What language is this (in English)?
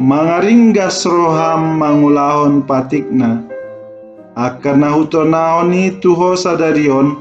Batak Toba